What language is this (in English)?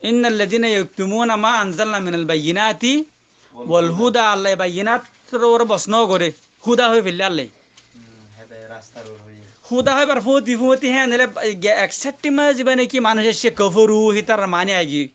Rohingya